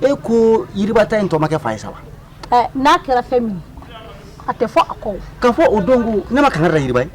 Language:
Bambara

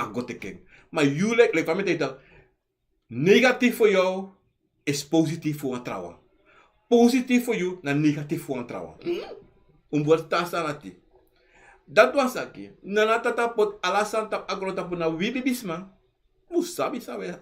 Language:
Sranan Tongo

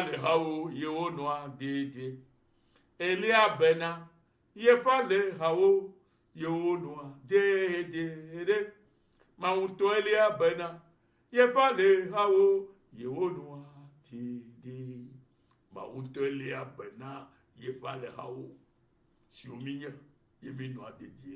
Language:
Ewe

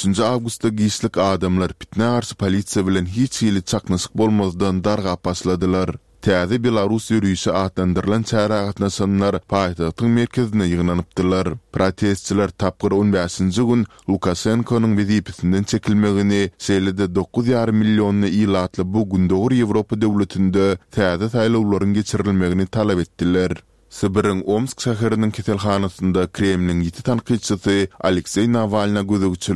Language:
Turkmen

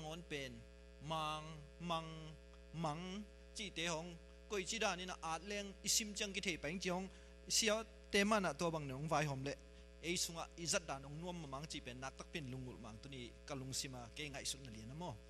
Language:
Tedim Chin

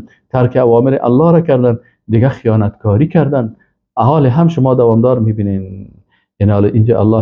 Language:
Persian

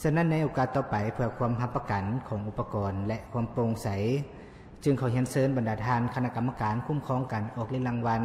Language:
Lao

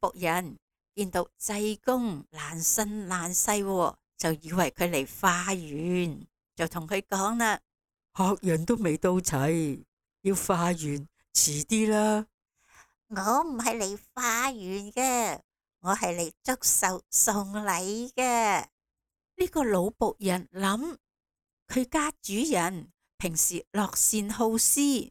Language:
Cantonese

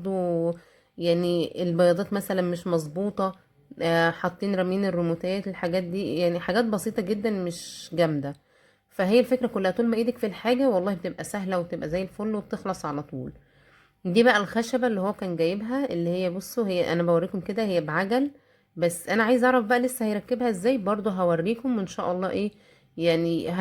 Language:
Egyptian Arabic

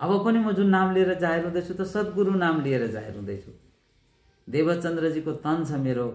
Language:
Nepali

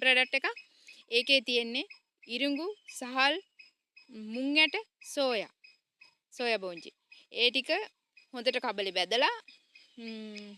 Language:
Sinhala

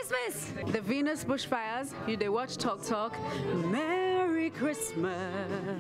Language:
Nigerian Pidgin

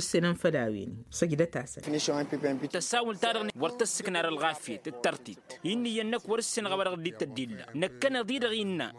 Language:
Tamasheq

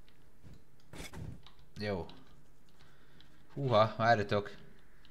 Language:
Hungarian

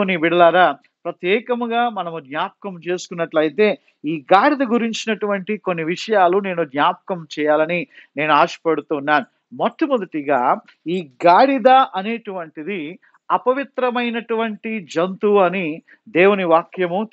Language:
Telugu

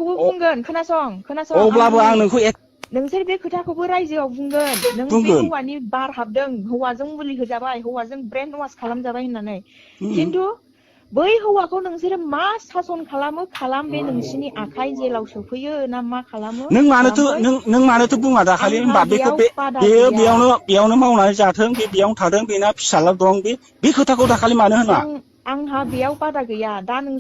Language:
Bodo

